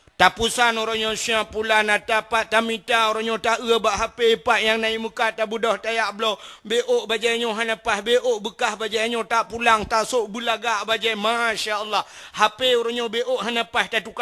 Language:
Achinese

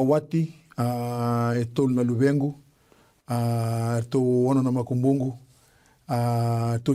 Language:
Fijian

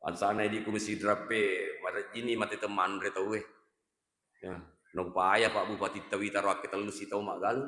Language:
Buginese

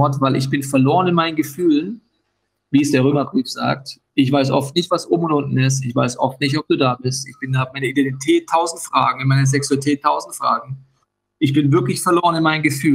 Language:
Swiss German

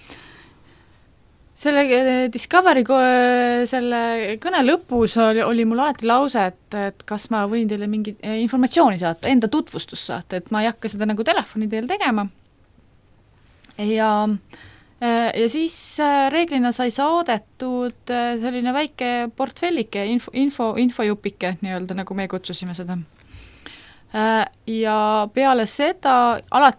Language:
Estonian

